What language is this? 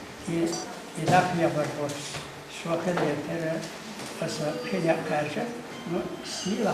Chechen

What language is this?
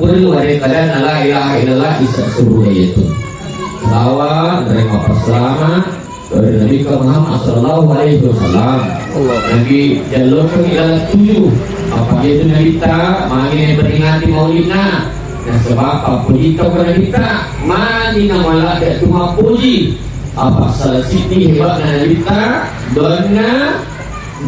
Buginese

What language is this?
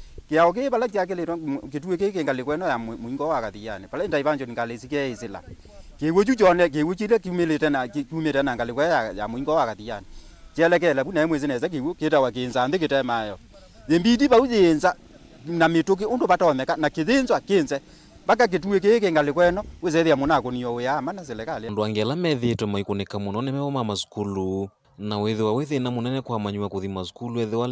Kamba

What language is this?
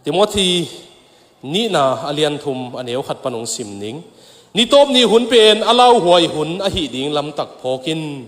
Tedim Chin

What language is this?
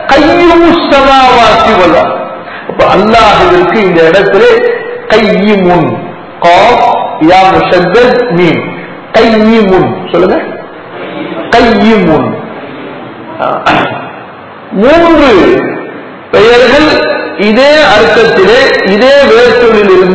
Tamil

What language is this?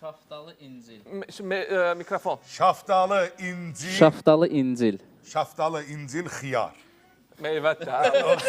Azerbaijani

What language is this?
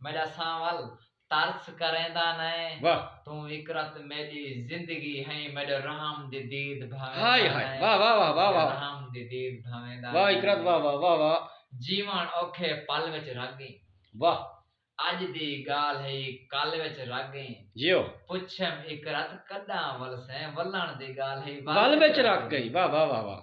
Saraiki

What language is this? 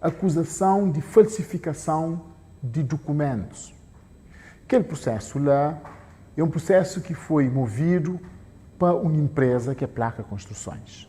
Kabuverdianu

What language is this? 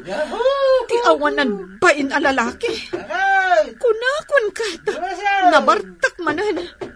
Iloko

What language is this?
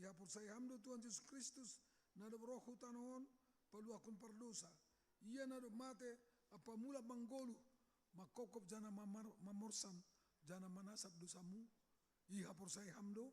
Batak Simalungun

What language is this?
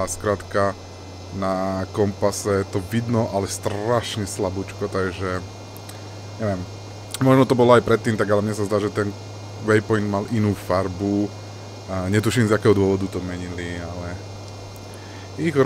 Slovak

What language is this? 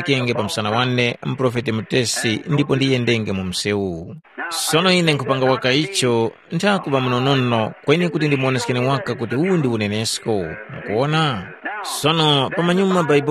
Tumbuka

